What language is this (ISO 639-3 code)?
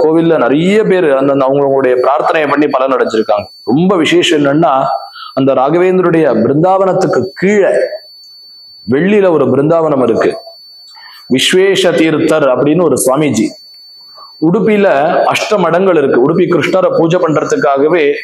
tam